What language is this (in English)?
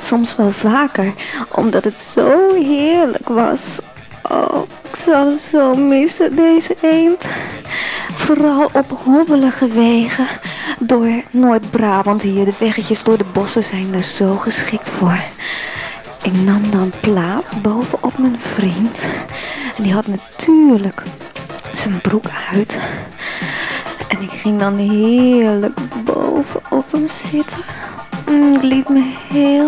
Dutch